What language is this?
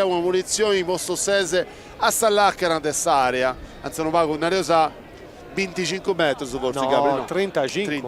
Sardinian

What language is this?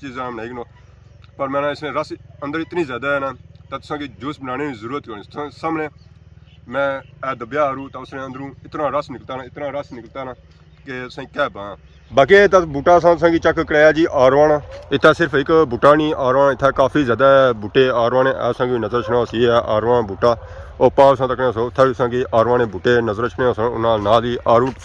Pahari-Potwari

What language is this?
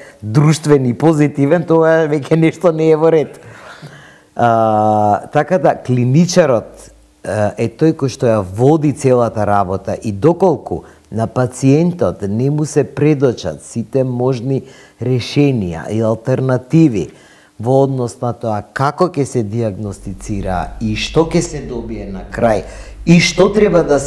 Macedonian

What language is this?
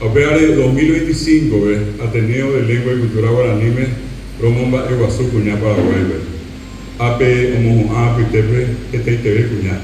Guarani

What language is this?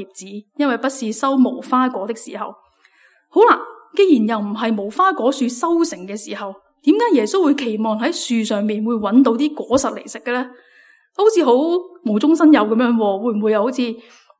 Cantonese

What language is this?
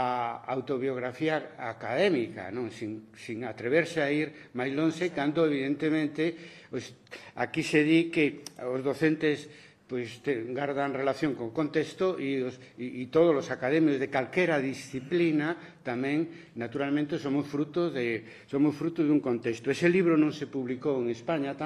Galician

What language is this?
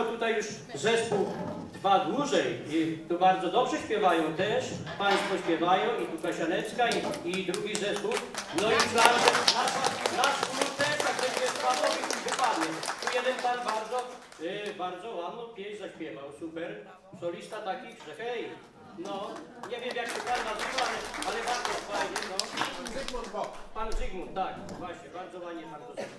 Polish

